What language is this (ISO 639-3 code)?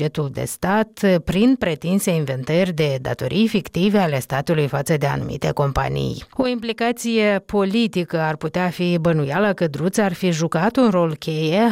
ron